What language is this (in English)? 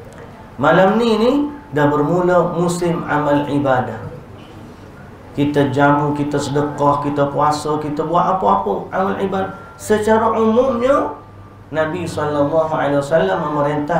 Malay